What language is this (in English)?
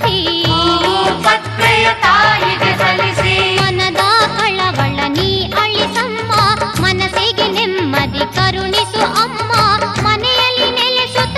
Kannada